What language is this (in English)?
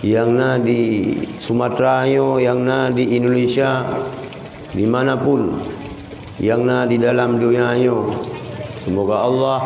Achinese